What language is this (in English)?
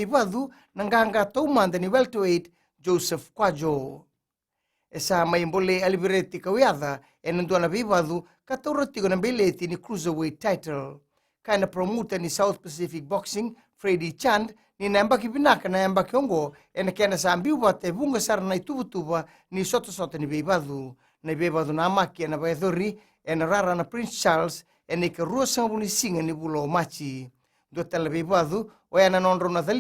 Fijian